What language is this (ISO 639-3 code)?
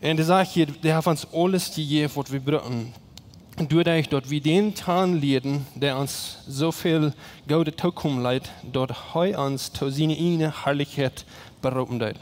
pdt